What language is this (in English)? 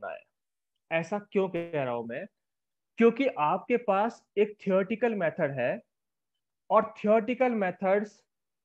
Hindi